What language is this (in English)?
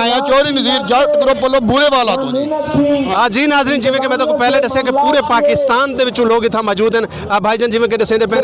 Saraiki